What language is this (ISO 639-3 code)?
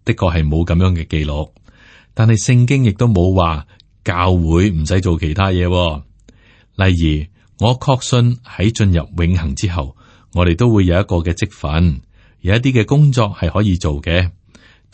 yue